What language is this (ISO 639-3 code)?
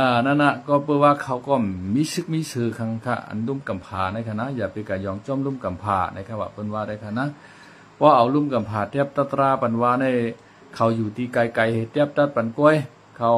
shn